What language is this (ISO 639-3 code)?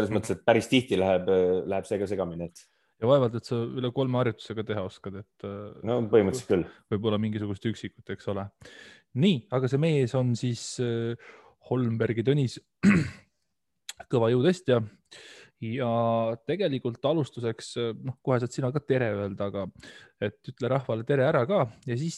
est